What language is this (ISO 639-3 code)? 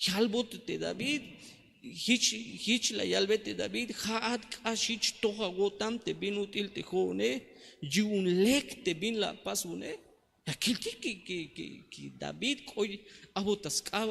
tzh